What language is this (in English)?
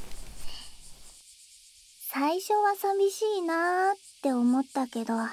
Japanese